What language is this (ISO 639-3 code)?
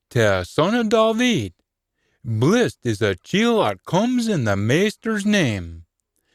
sco